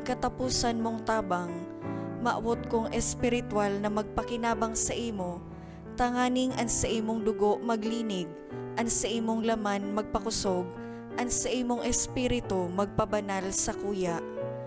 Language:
Bikol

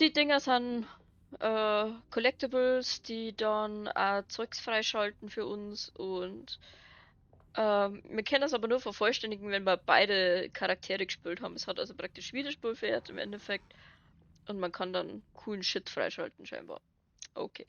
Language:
Bavarian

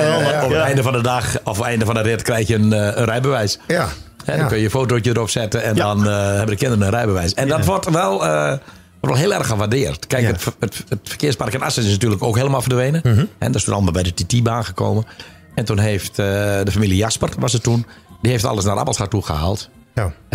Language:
Dutch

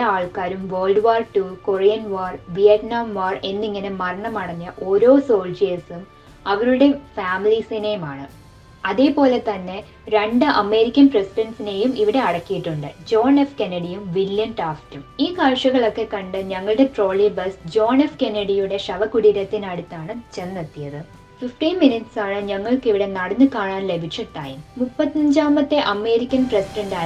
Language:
Malayalam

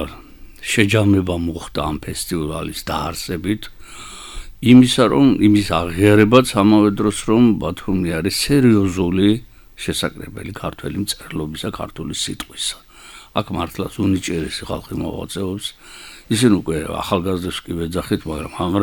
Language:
Georgian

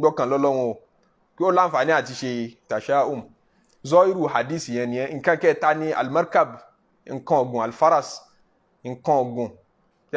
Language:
Yoruba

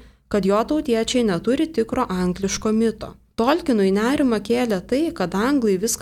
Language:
Lithuanian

